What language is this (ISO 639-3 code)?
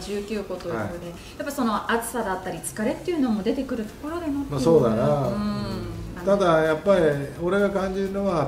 jpn